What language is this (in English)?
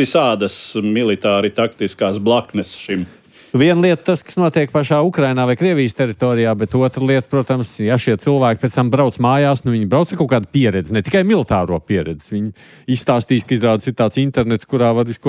Latvian